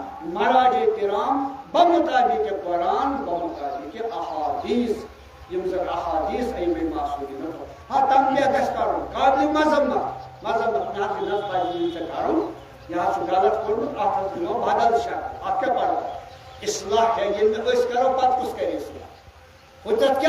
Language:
Kashmiri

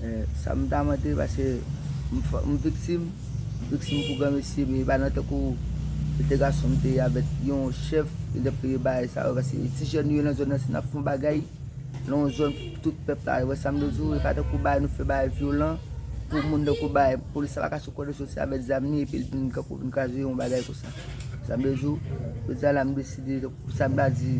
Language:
Haitian Creole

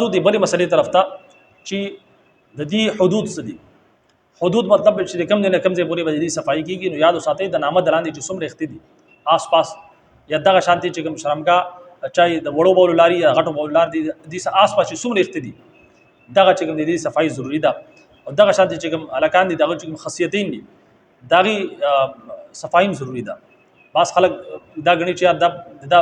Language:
Pashto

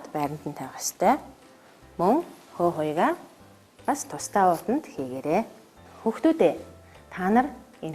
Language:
Mongolian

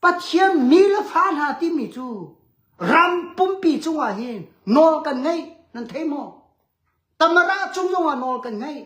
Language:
Hakha Chin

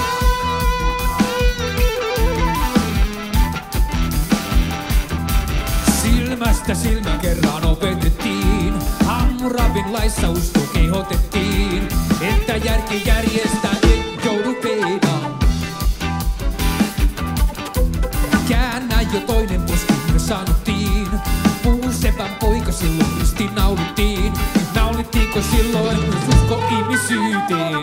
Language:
Finnish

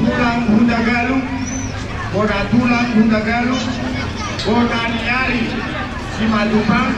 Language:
Batak Toba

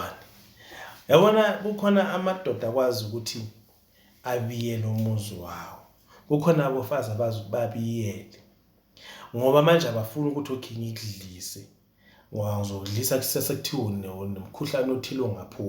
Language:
Zulu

